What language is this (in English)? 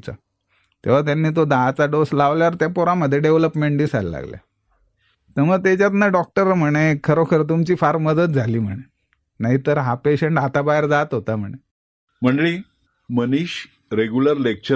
Marathi